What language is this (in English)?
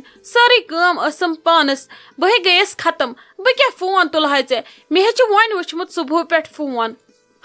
Kashmiri